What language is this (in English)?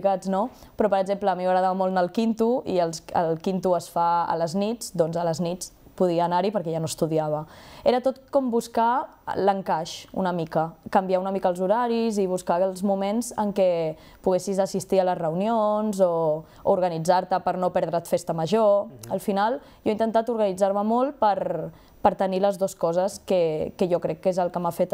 Catalan